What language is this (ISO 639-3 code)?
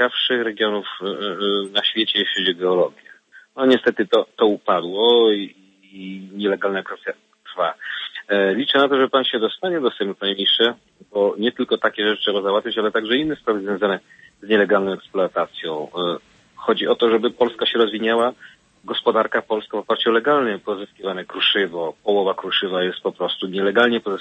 pol